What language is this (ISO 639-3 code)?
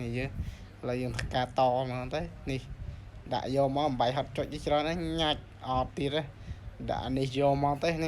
khm